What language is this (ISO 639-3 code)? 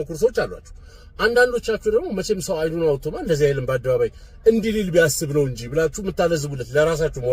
amh